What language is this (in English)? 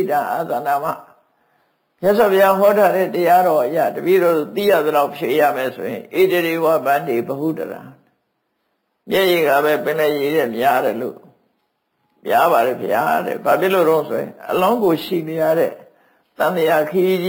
Burmese